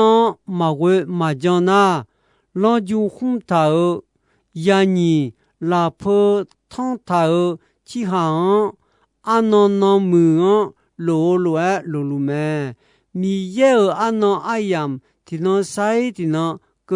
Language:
Akha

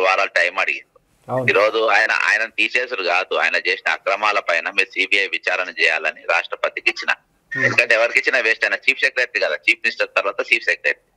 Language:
Telugu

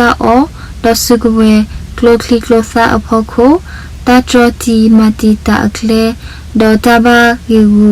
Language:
S'gaw Karen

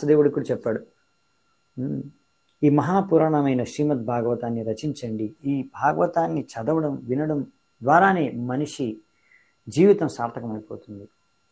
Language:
Telugu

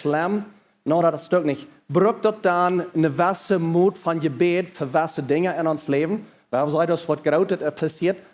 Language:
Plautdietsch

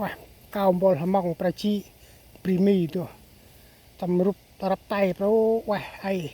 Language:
Central Mnong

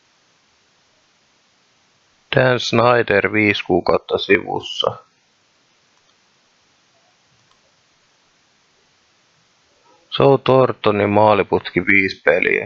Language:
Finnish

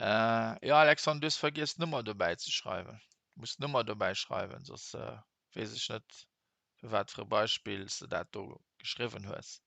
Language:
Luxembourgish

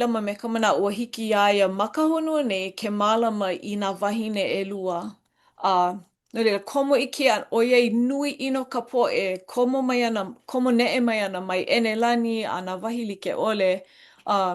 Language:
Hawaiian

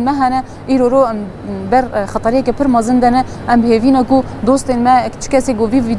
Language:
Kurdish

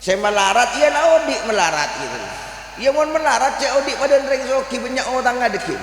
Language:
Madurese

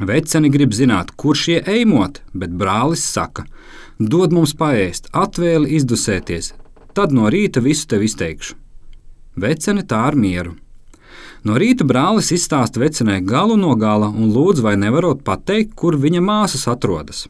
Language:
Latvian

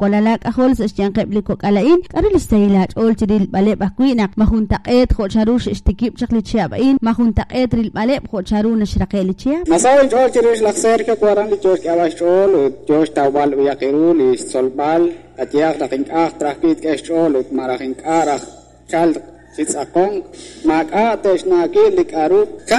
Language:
Kekchí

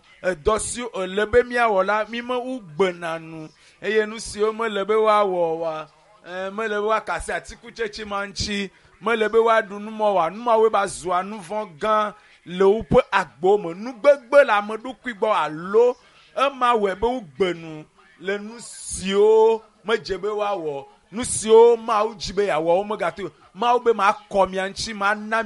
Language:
Ewe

